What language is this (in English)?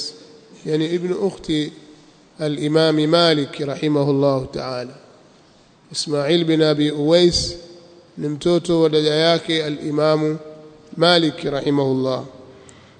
Swahili